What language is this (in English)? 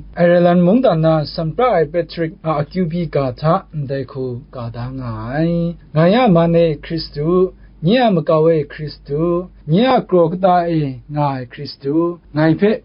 Kachin